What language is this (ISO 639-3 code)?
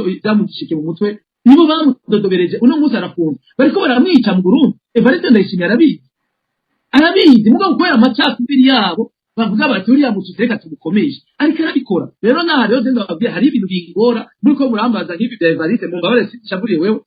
run